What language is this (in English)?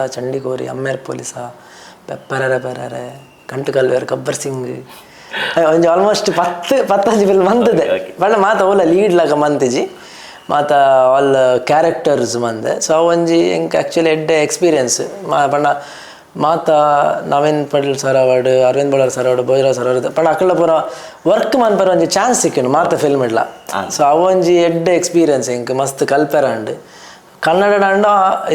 Tulu